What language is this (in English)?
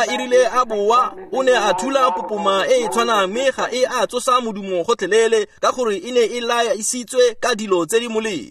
Tswana